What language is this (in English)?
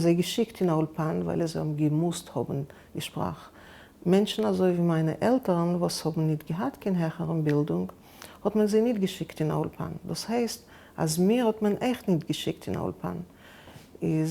Yiddish